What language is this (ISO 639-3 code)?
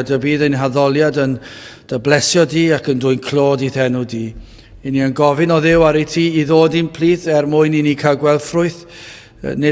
cym